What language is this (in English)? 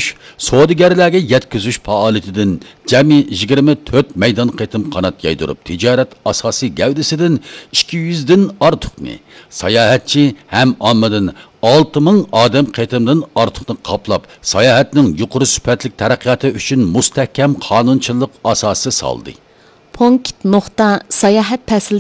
Uyghur